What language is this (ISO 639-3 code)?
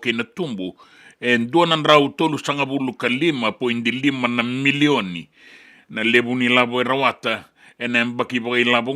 fij